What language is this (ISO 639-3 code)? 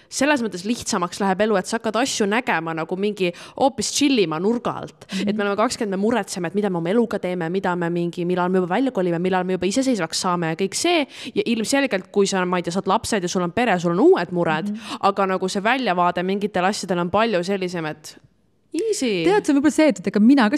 est